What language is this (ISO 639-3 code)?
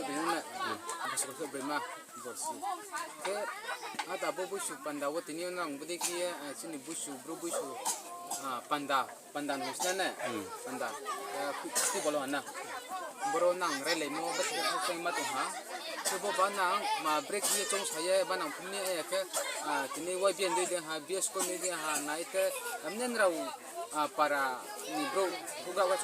ria